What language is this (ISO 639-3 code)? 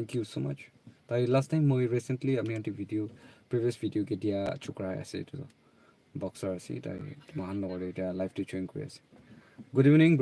nag